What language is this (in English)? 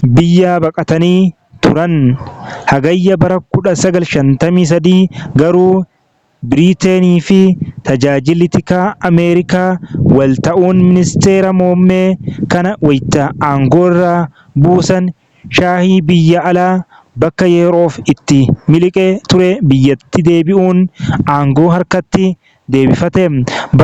Oromo